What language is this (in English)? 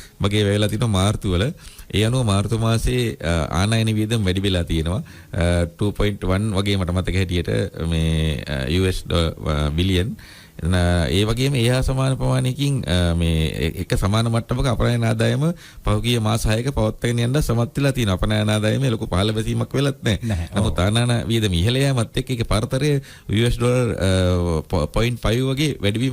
Sinhala